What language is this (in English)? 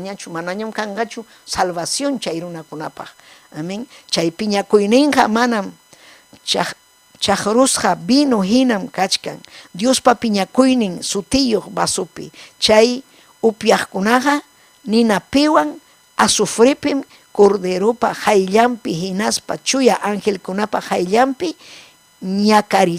Ayacucho Quechua